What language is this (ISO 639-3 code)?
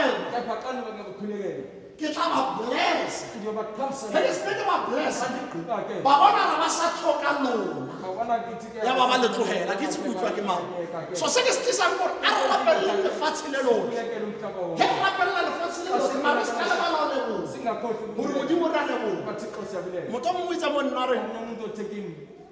tsn